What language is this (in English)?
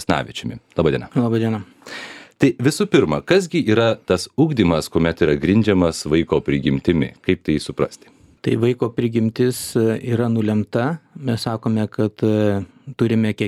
Lithuanian